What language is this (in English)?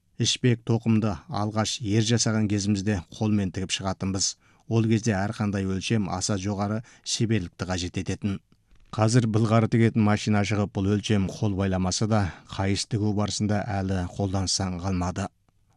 Kazakh